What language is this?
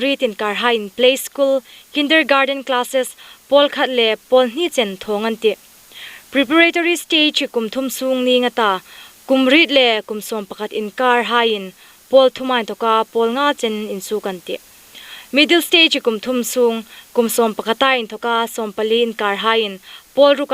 Hmar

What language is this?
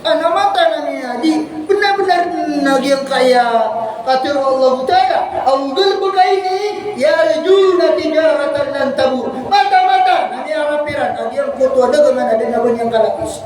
Maranao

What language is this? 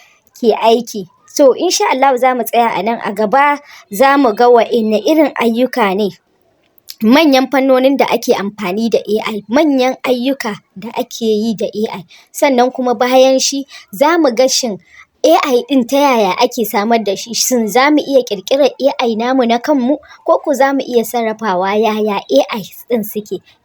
Hausa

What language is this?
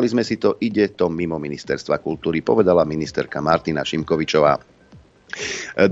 Slovak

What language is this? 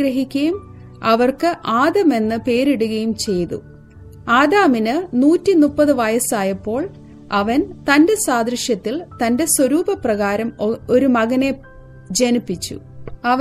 Malayalam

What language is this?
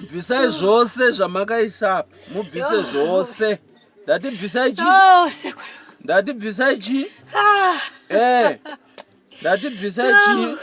Shona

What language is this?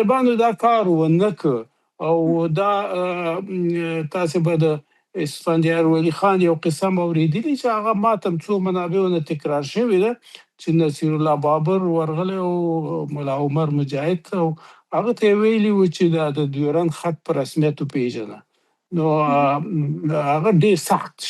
Pashto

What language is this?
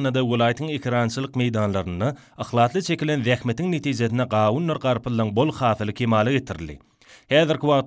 Turkmen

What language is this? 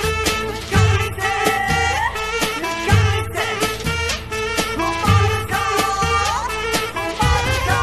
Turkish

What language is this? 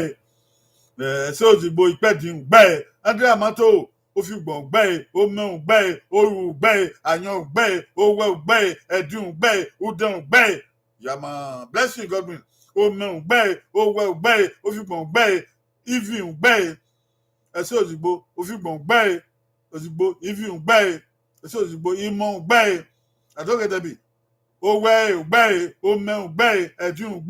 Bini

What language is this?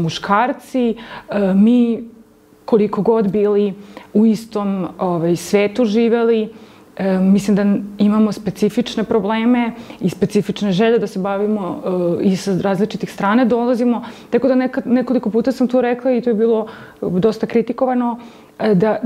Serbian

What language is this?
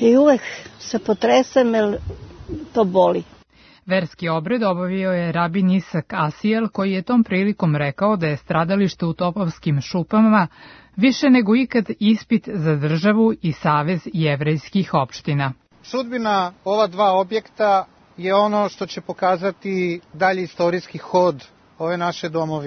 Serbian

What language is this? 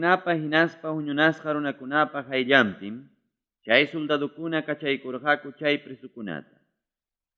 Ayacucho Quechua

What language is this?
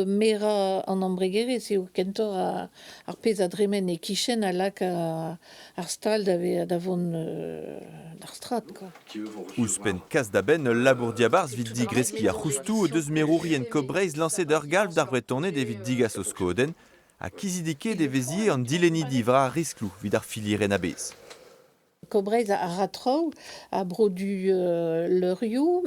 Breton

